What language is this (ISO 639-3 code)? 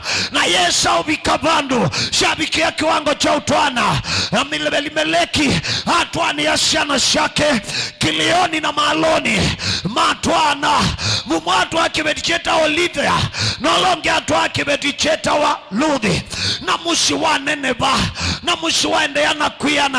kam